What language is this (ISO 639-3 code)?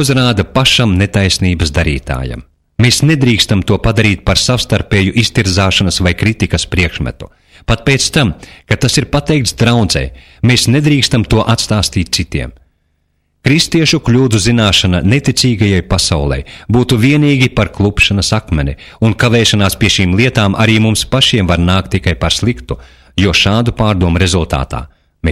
lav